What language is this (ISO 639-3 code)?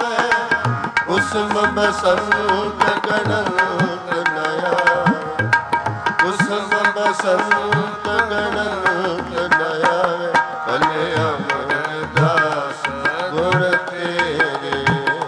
pan